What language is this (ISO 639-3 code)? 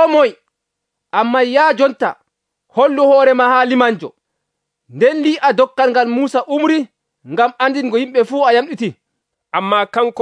fuv